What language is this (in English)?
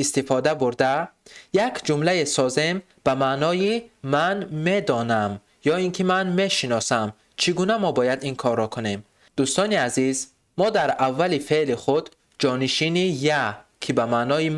Tajik